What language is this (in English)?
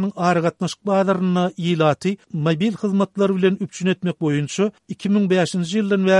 Turkmen